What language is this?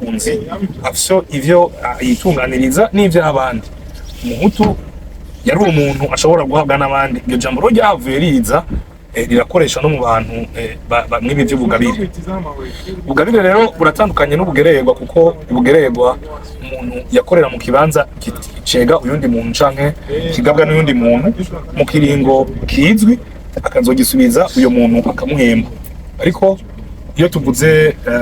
Rundi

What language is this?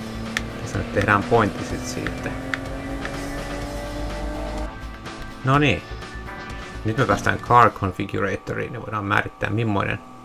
Finnish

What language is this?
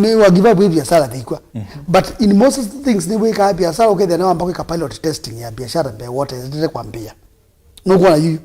Kamba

